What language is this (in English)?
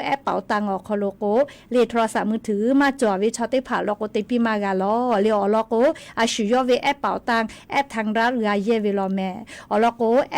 Lahu